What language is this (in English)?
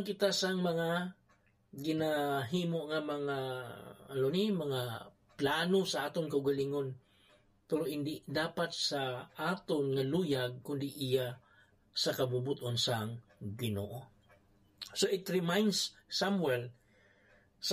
Hiligaynon